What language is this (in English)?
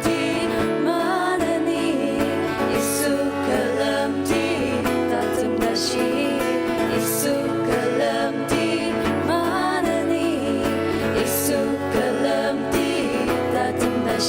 Ao Naga